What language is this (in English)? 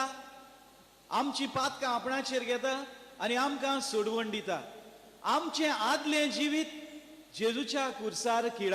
Konkani